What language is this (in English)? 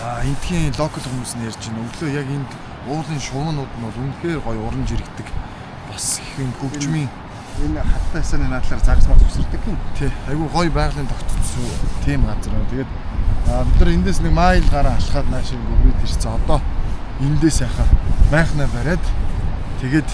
Mongolian